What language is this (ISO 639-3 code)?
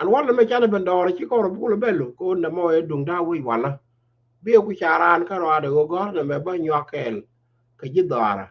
nus